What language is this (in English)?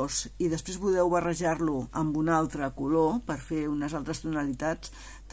Catalan